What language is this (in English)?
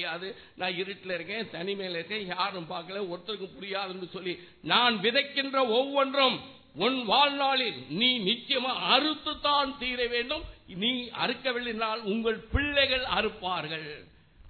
Tamil